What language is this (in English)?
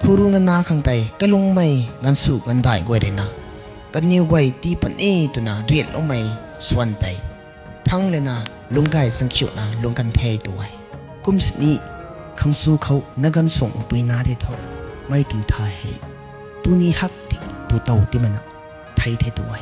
Rongmei Naga